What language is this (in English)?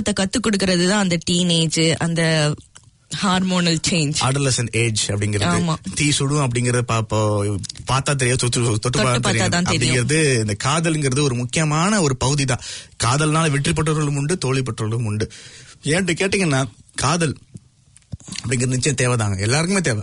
Tamil